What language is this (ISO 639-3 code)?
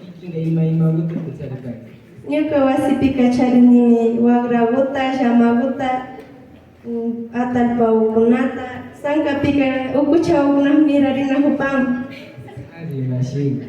qvi